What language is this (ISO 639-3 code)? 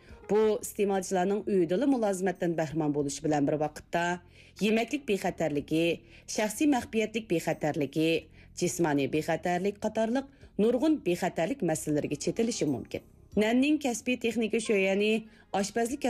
uig